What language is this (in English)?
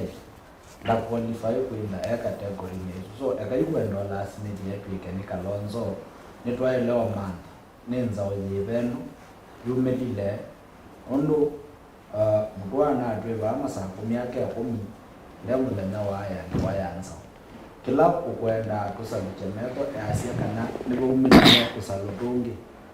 Kamba